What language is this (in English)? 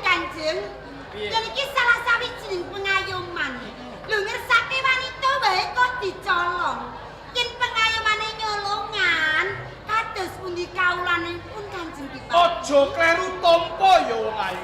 Javanese